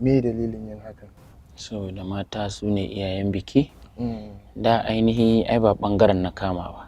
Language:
Hausa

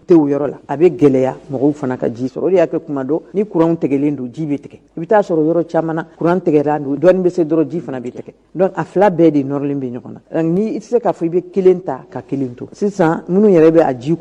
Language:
Bambara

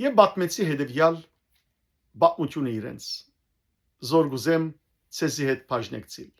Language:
Western Armenian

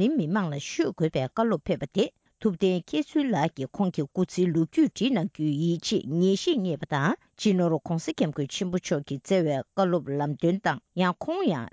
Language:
Tibetan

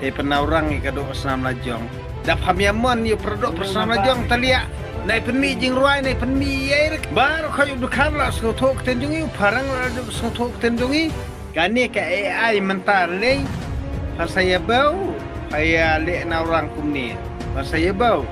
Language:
Khasi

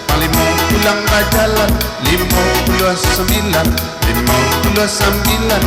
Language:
Minangkabau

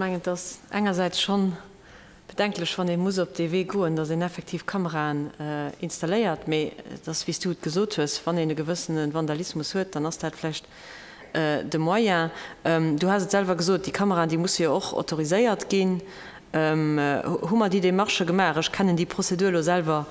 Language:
Luxembourgish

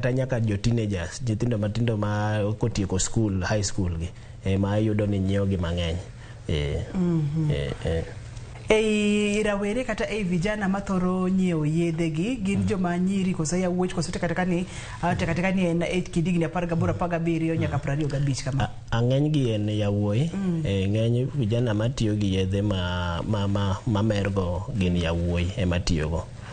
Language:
Luo (Kenya and Tanzania)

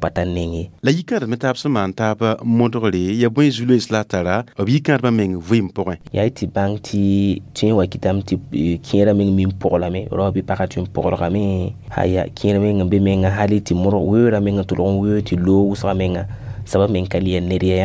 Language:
Mossi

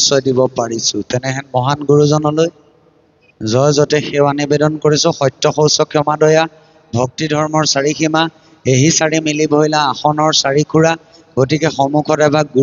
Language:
Assamese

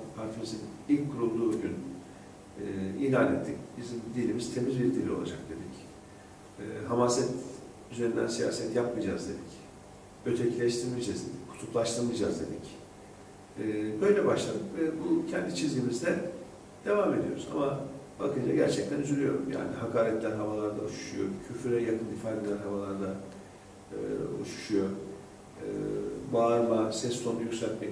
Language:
Turkish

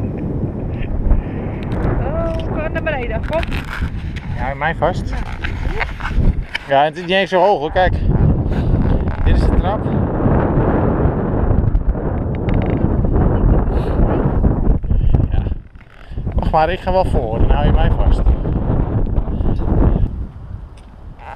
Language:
Dutch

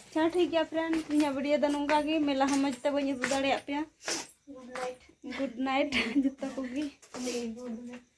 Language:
Santali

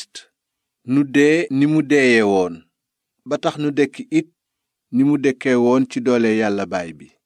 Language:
Wolof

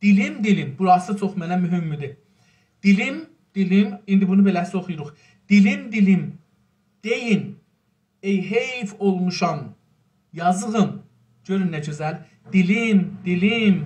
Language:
South Azerbaijani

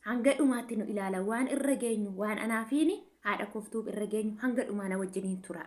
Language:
Oromo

